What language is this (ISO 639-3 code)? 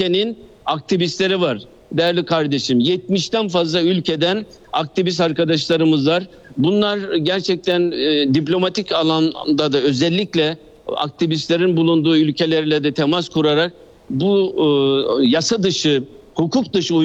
tur